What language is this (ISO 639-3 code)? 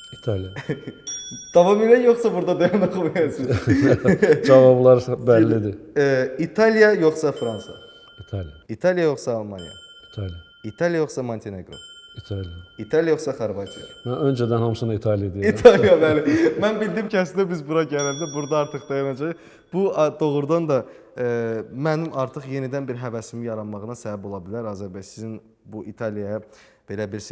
aze